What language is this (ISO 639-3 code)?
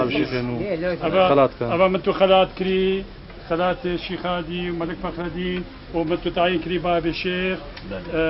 kur